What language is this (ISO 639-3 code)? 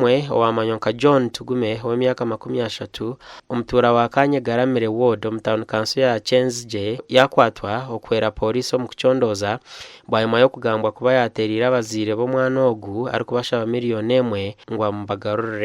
nyn